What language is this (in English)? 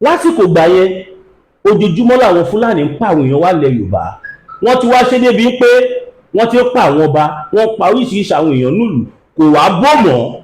Yoruba